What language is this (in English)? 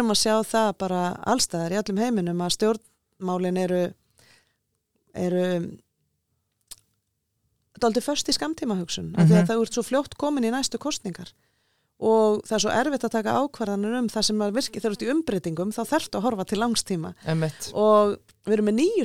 Icelandic